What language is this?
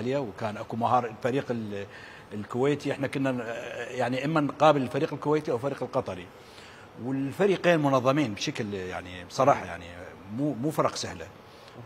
Mesopotamian Arabic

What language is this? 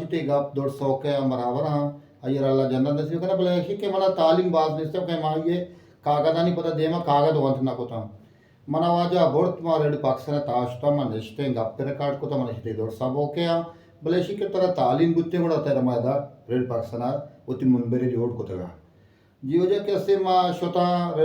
Baluchi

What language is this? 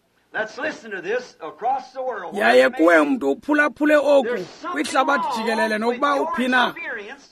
Xhosa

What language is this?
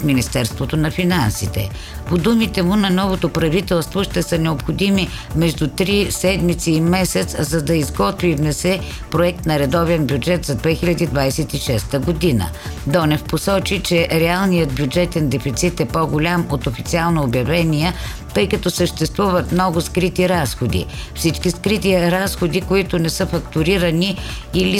Bulgarian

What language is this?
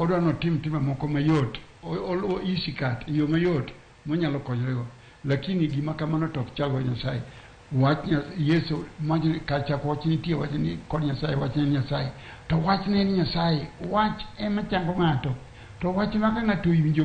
Luo (Kenya and Tanzania)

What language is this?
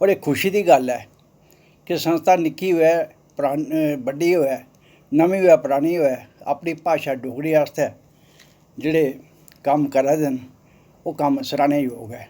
Dogri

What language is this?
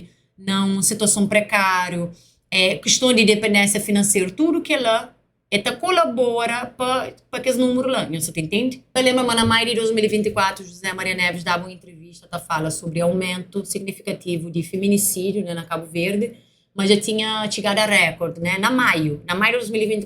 Kabuverdianu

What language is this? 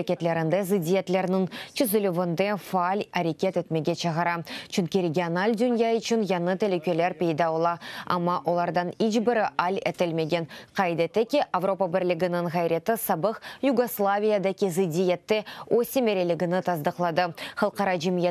Crimean Tatar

